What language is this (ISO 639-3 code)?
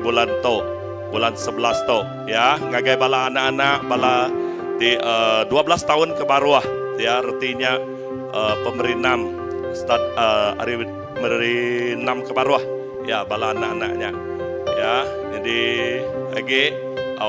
iba